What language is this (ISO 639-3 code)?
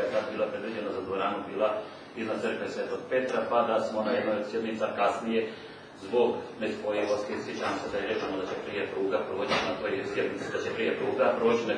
hrv